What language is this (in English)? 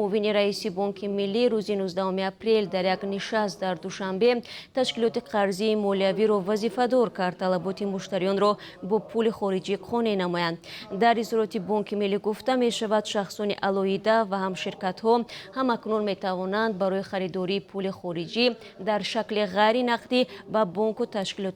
Tajik